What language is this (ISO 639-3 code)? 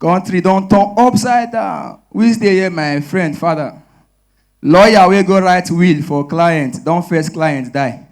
pcm